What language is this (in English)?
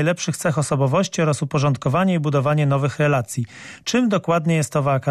Polish